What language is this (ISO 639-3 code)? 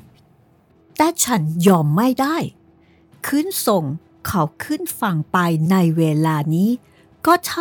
tha